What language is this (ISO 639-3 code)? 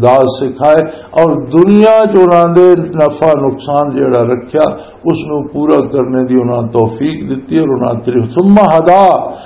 lah